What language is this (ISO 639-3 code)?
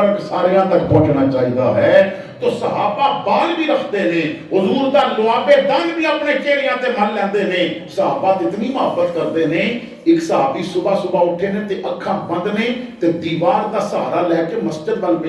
lah